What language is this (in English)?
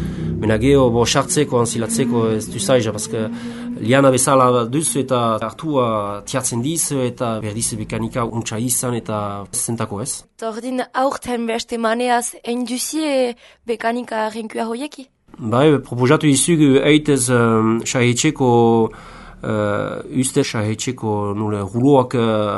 Basque